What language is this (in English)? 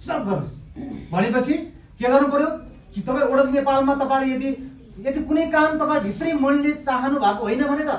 Nepali